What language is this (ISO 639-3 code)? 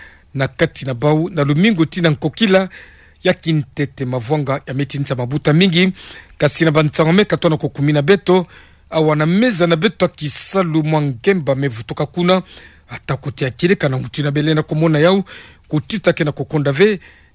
ktu